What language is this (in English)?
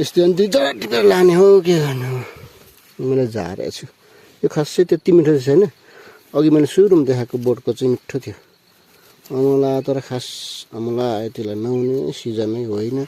Nepali